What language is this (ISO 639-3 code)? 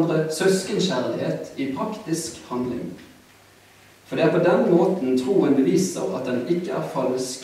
nor